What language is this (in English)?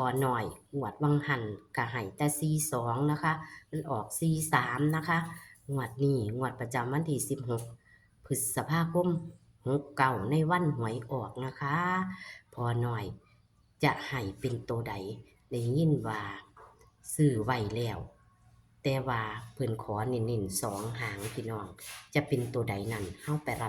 Northeastern Thai